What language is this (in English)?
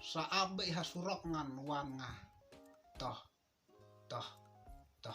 Khasi